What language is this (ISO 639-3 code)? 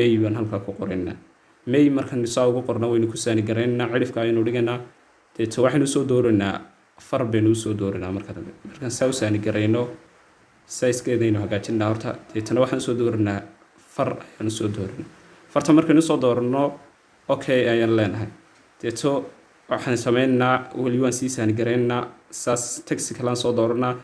som